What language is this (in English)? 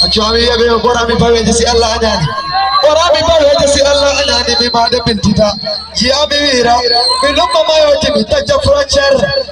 Fula